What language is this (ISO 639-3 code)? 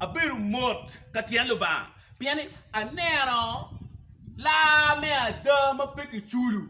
ach